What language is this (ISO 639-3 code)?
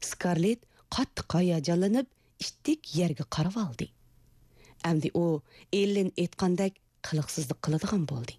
uig